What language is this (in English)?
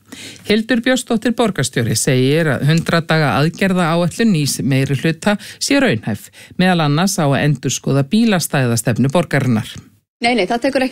Icelandic